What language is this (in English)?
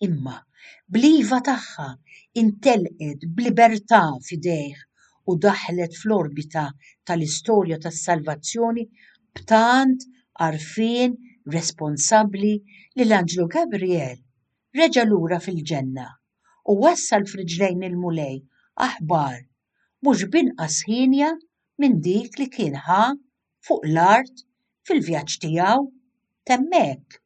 Maltese